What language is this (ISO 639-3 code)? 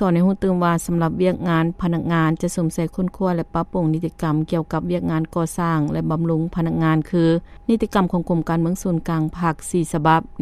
lao